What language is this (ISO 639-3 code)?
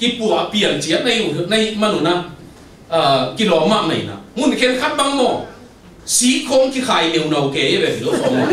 ctd